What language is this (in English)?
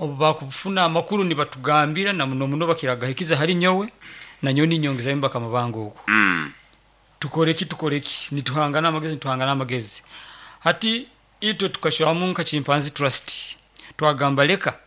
Nyoro